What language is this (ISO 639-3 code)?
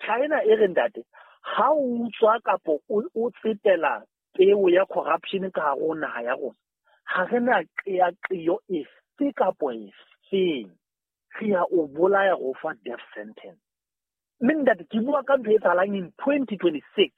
sot